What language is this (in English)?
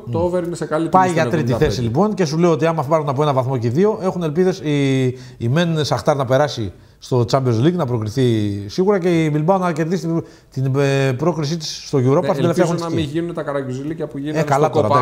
Greek